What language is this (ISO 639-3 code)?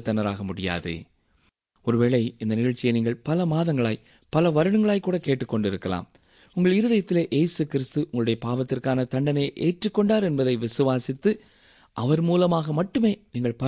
tam